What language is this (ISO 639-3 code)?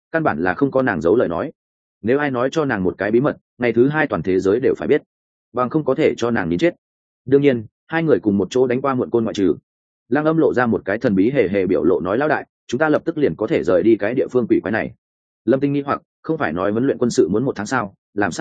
vie